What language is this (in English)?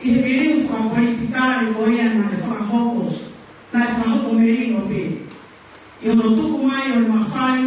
Tongan